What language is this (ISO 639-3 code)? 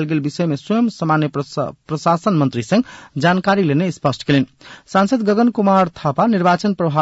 mai